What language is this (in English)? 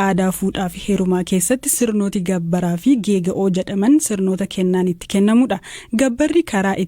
Oromo